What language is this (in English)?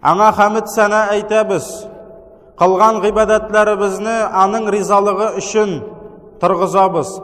Tatar